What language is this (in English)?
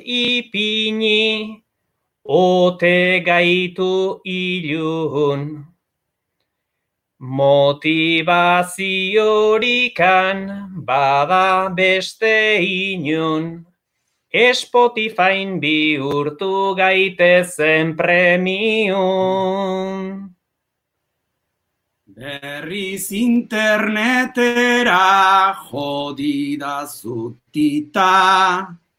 Basque